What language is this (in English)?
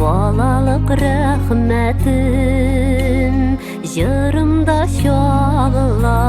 Bashkir